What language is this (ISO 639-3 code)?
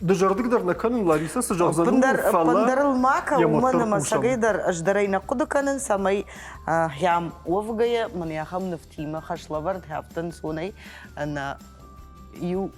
oss